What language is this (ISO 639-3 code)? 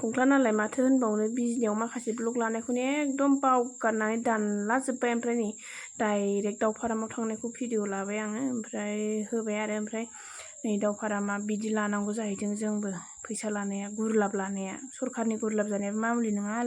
brx